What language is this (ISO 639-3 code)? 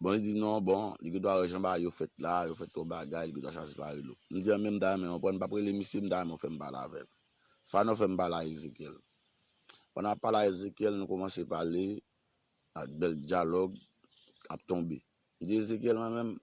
hat